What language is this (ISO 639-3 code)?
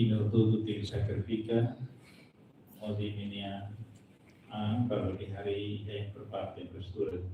tet